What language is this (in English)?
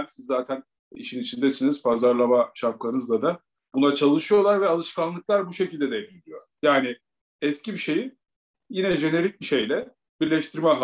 Turkish